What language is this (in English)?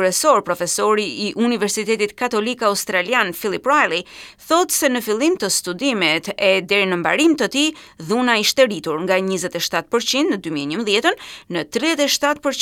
Albanian